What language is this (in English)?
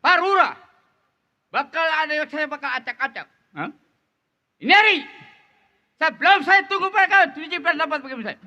Betawi